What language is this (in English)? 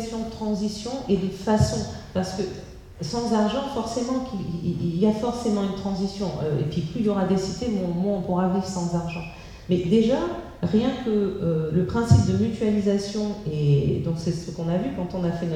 French